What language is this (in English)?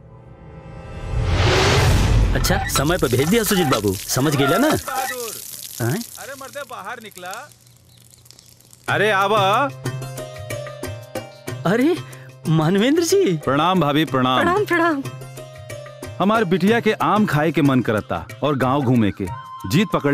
Bhojpuri